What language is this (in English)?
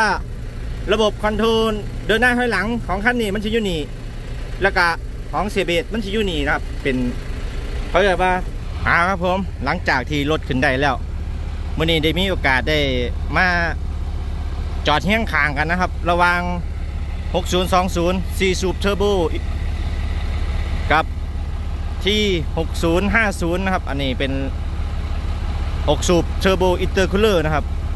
Thai